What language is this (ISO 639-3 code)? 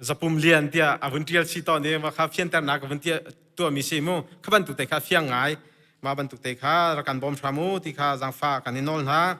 cnh